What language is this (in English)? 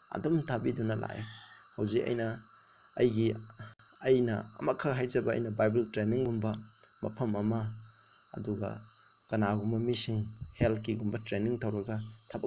Manipuri